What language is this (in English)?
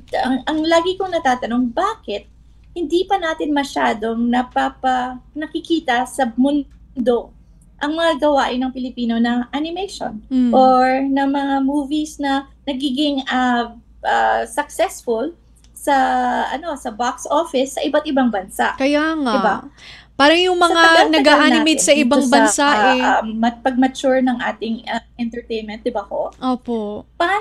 Filipino